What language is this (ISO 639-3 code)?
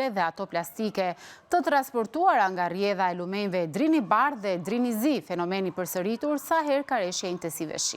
sqi